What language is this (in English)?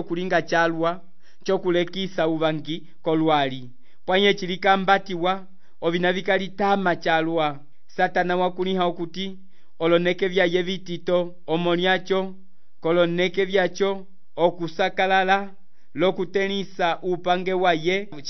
Umbundu